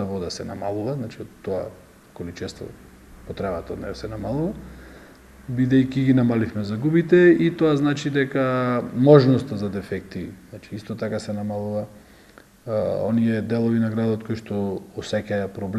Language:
Macedonian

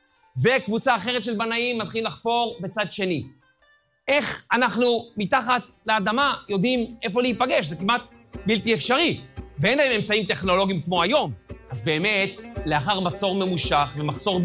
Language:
Hebrew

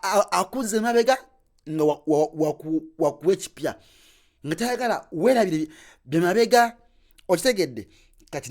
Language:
Ganda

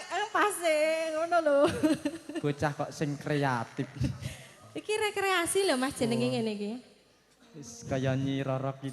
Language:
Javanese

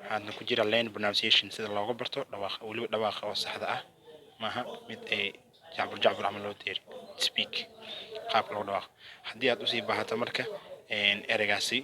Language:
Somali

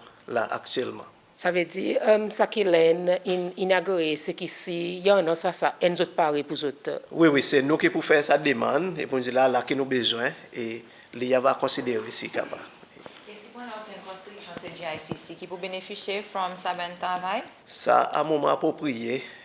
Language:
Seselwa Creole French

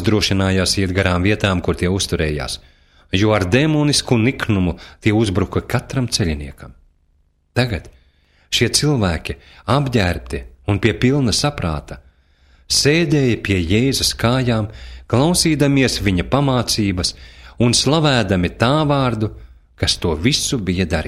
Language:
Latvian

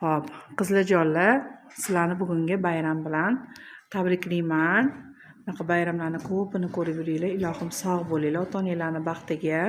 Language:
Uzbek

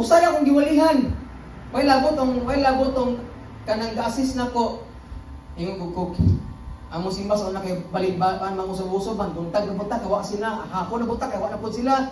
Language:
Cebuano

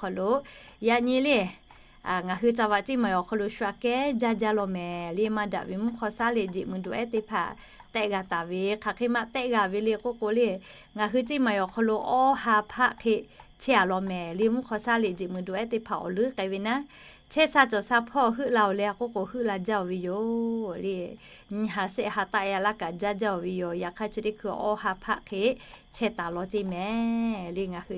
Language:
Lahu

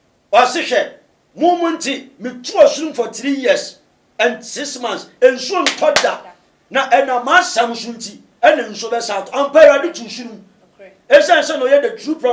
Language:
Akan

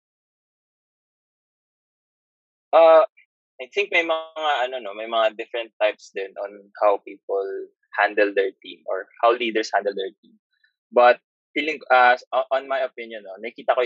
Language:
Filipino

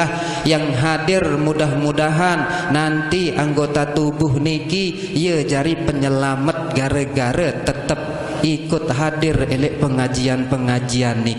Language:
Sasak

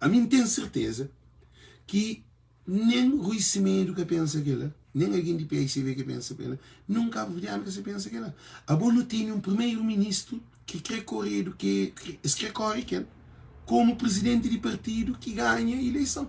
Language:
Kabuverdianu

